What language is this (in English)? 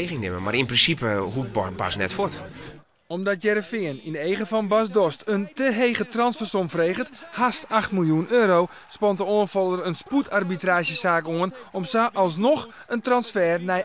Western Frisian